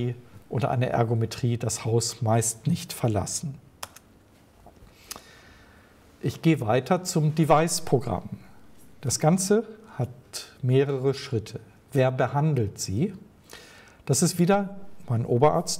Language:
German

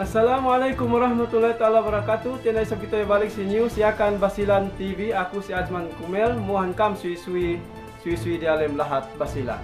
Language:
Yakan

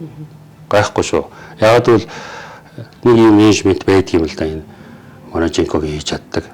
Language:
Mongolian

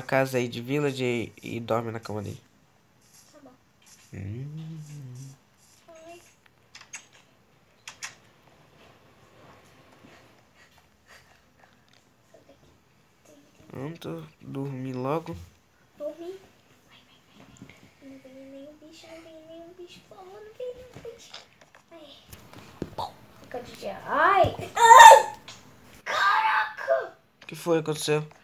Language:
Portuguese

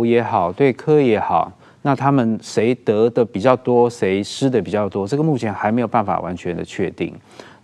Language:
Chinese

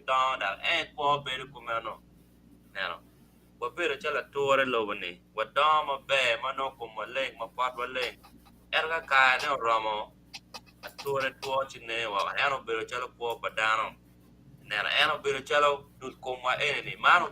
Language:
Acoli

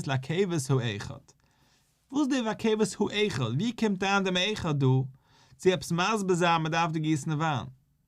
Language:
Yiddish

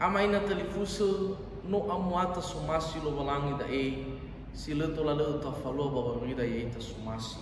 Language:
Nias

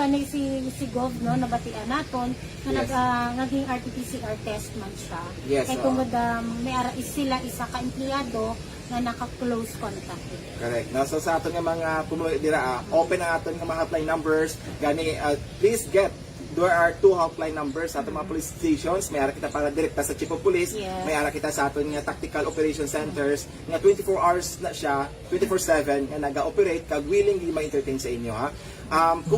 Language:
Hiligaynon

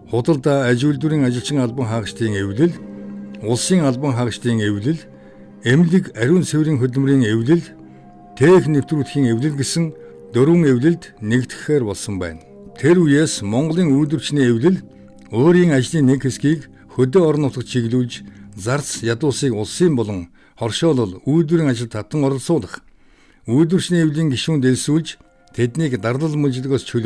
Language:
Mongolian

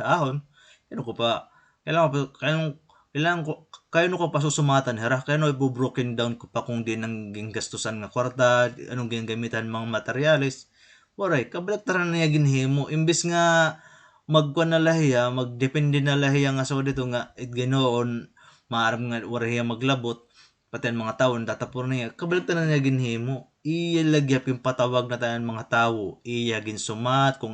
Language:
Waray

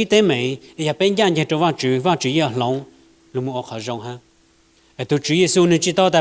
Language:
Hmong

